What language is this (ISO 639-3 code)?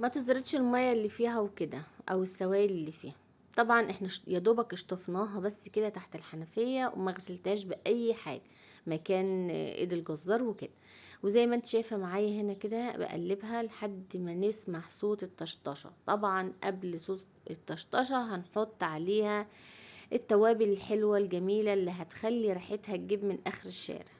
arz